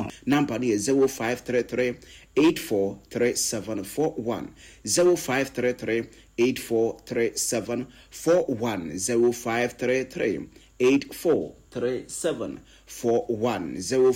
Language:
Akan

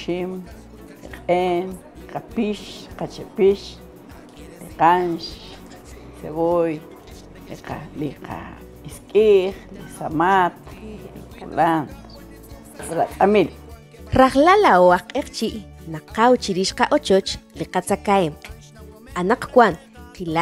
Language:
Kekchí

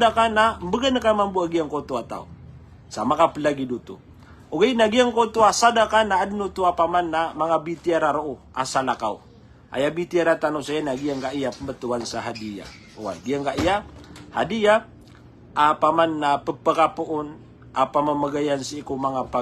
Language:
Maranao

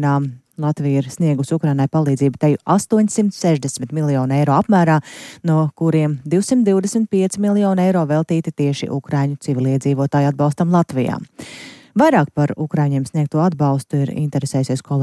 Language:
Latvian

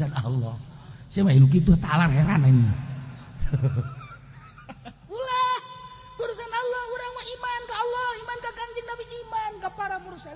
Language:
Sundanese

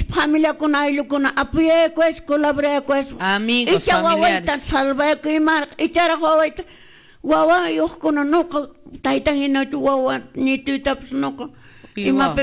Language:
Quechua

